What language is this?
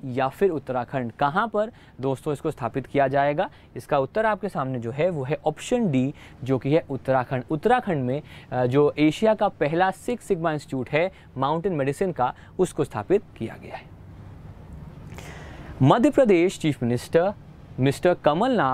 Hindi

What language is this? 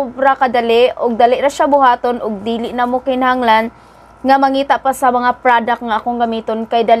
Cebuano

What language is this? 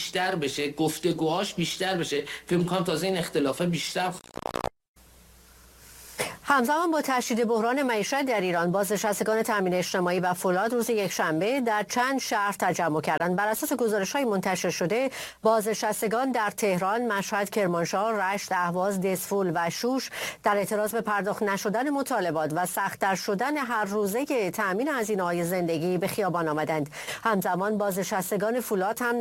Persian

